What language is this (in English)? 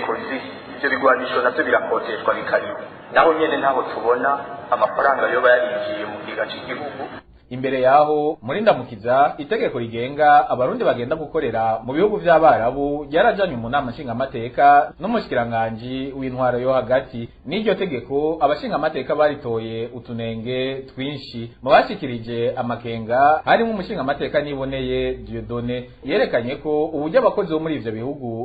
Rundi